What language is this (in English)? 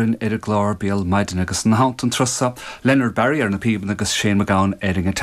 Irish